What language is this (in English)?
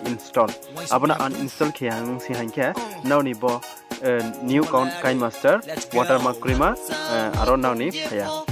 Riang (India)